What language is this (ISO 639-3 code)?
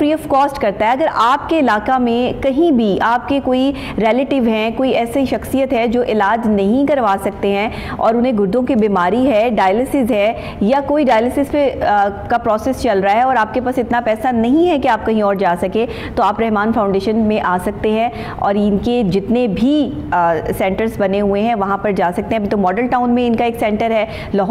urd